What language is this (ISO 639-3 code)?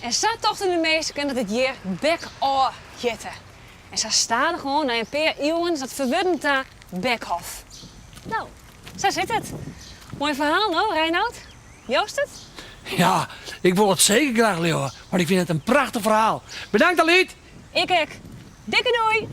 fry